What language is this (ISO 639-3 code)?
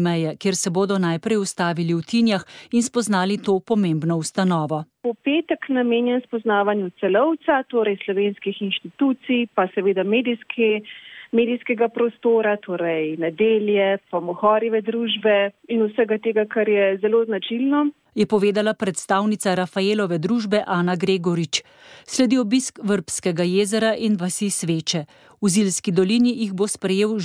slv